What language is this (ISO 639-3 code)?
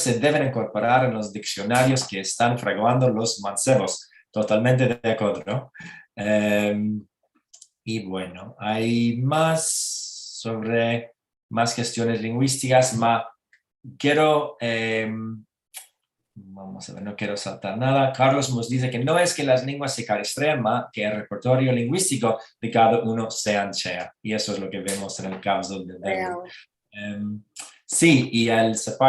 lad